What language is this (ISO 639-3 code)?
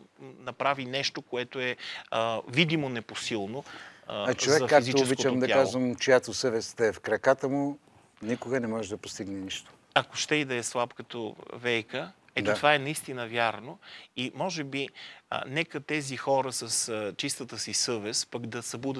bul